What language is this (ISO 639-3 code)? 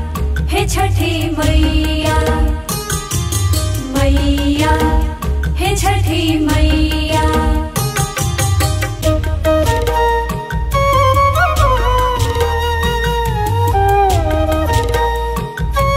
bho